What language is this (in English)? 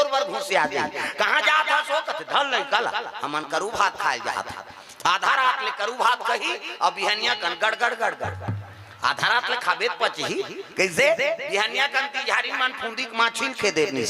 Chhattisgarhi